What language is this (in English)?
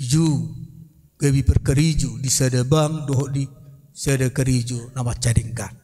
Batak Toba